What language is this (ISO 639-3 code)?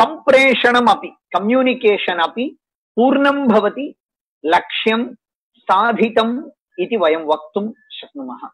san